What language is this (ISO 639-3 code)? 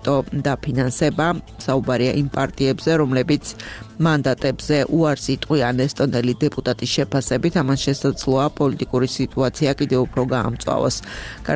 kat